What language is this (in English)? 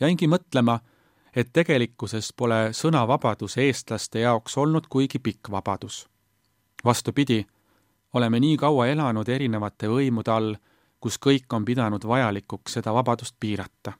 Estonian